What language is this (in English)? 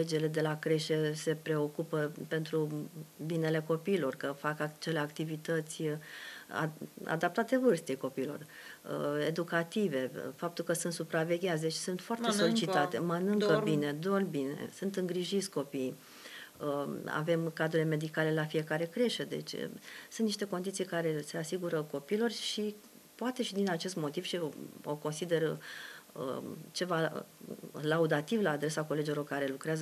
Romanian